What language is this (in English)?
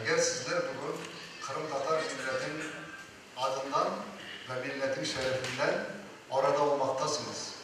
Crimean Tatar